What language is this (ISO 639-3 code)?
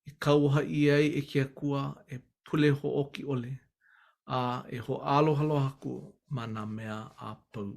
haw